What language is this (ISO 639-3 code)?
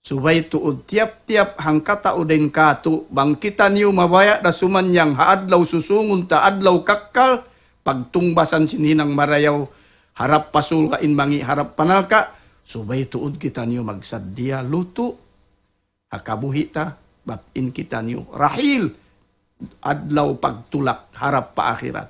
tsg